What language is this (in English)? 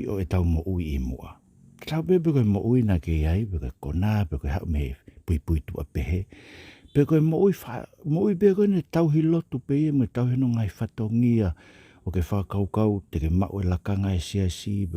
Tongan